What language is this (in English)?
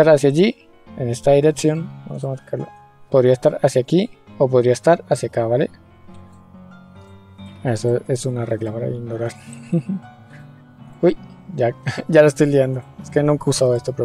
Spanish